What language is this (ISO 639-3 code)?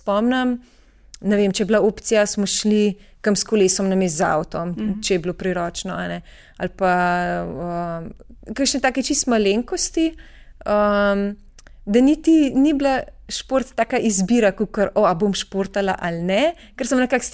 slv